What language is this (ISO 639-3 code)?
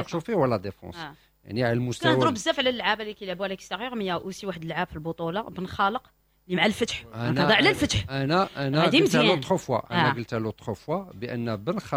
ary